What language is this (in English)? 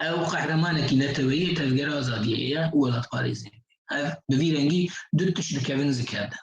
Kurdish